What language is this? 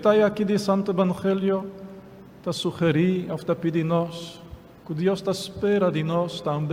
Papiamento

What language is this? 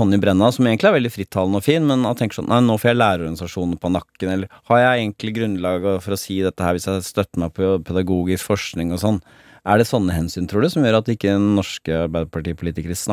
Norwegian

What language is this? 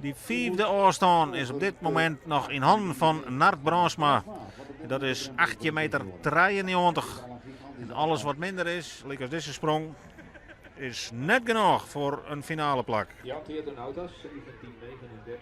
Western Frisian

